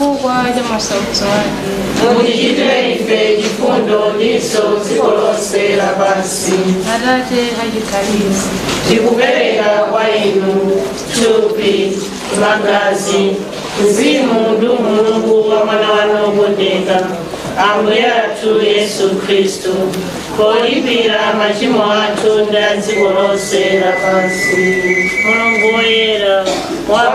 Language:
Nyanja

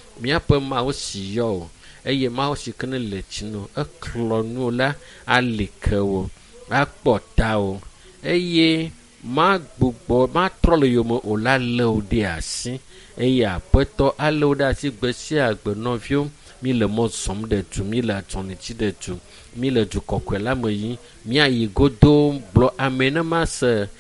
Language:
Ewe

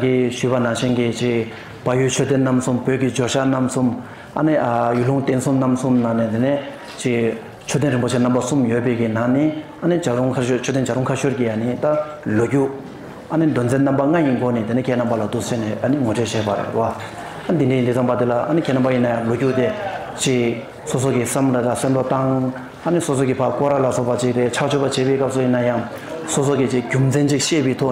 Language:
Tibetan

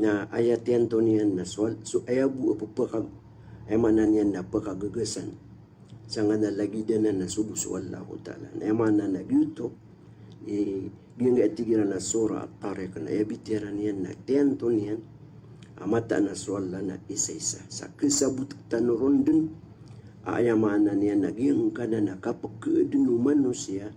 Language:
Maranao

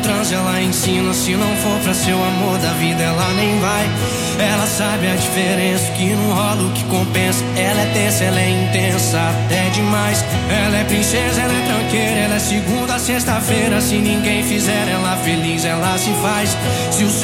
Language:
Portuguese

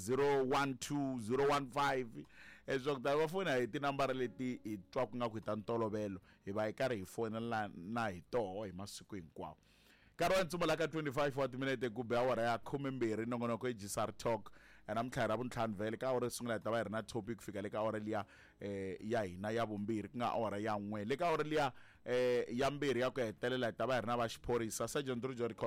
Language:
Tsonga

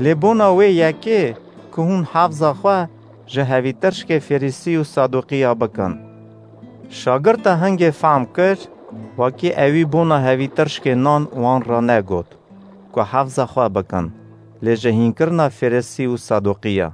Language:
Kurdish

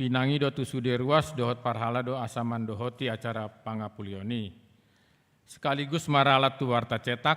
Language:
Batak Toba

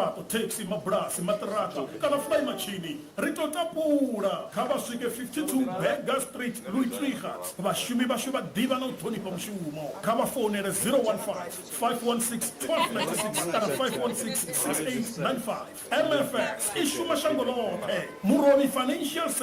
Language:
Venda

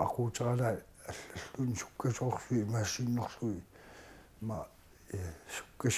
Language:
Kalaallisut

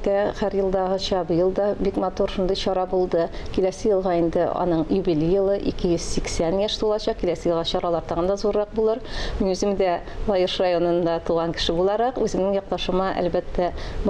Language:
Tatar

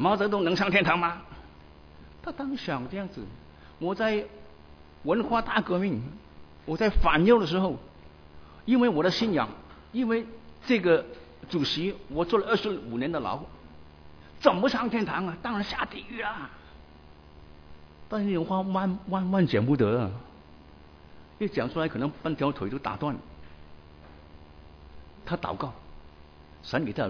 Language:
Chinese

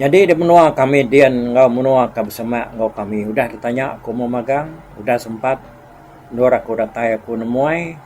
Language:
Iban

